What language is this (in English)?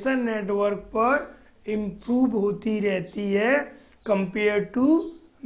Hindi